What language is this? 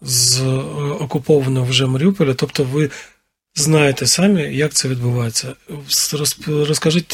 Ukrainian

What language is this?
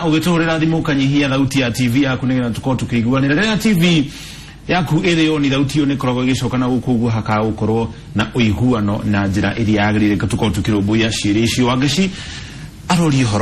Kikuyu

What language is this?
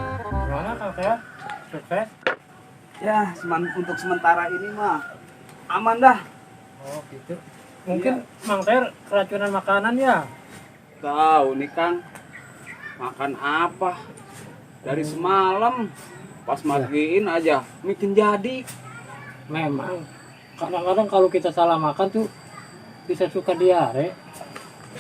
Betawi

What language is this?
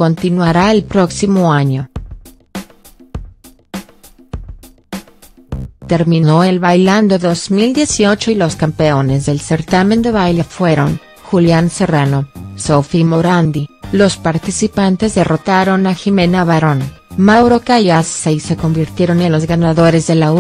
Spanish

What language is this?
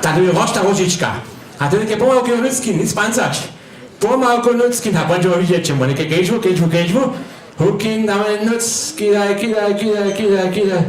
Upper Sorbian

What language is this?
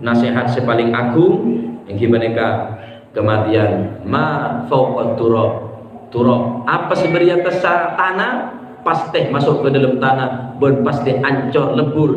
Madurese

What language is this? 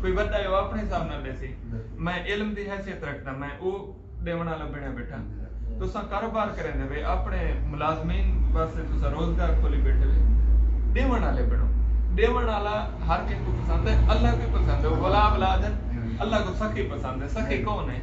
Saraiki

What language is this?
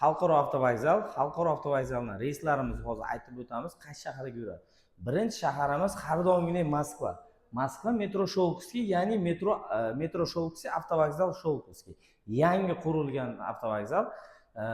Uzbek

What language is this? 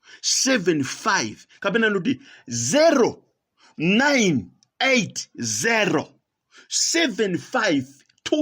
Nyanja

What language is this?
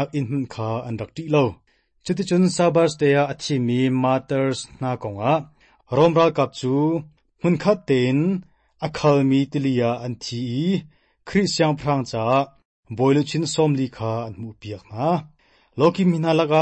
Hakha Chin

